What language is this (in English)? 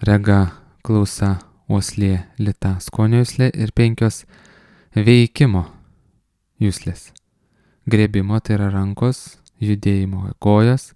Lithuanian